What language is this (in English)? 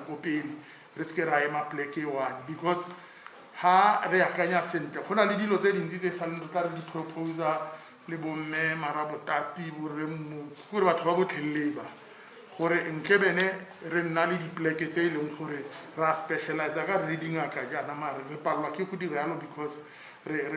Tswana